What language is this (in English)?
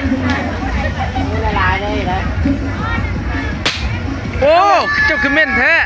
Lao